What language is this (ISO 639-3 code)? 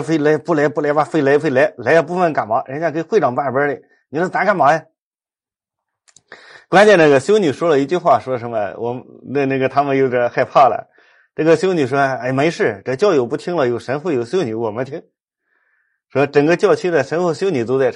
zho